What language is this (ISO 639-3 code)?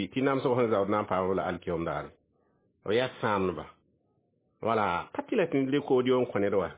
mos